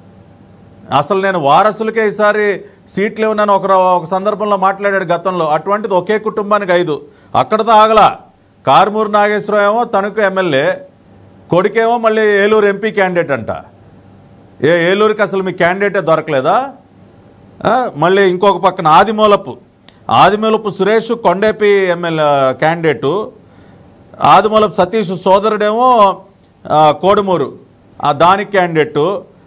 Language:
Telugu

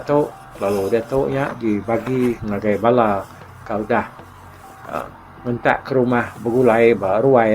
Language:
Iban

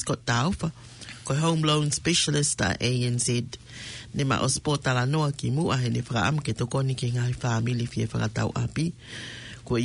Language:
Tongan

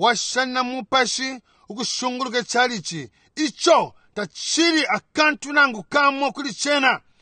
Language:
Bemba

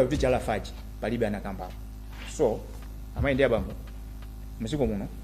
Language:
Nyanja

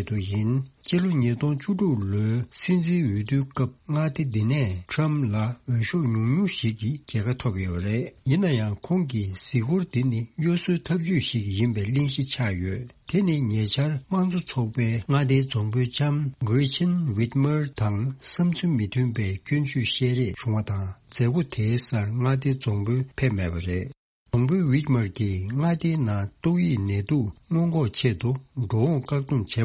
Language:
Tibetan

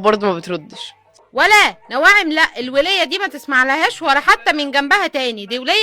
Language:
Egyptian Arabic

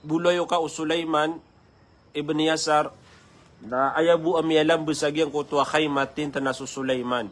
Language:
Maranao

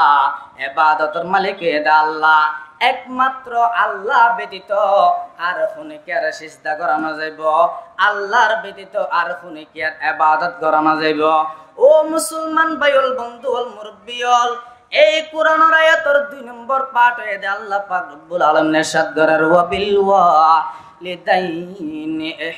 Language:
Rohingya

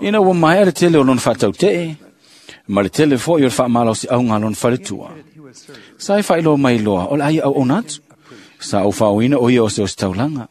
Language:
Samoan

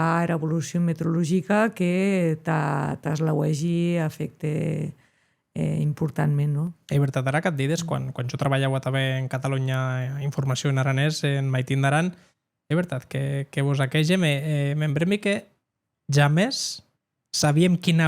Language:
Occitan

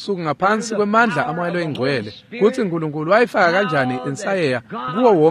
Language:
Swati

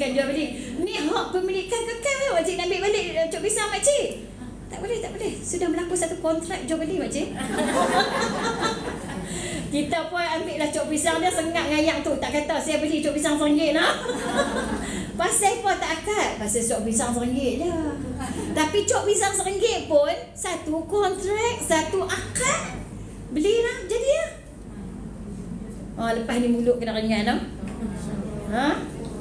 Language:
Malay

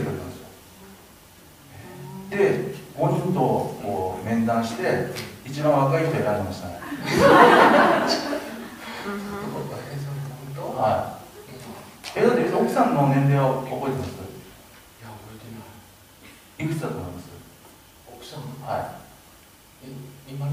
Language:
Japanese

